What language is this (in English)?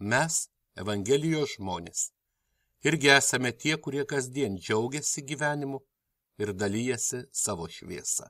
Lithuanian